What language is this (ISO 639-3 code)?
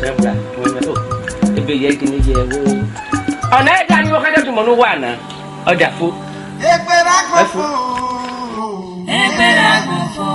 ish